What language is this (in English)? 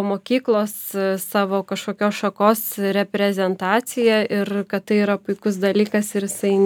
Lithuanian